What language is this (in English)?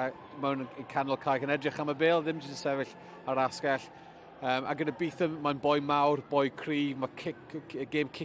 Welsh